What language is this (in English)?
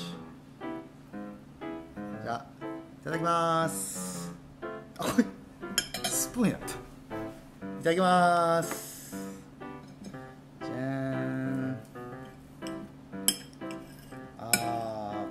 Japanese